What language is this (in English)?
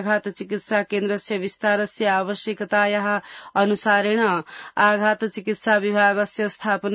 Sanskrit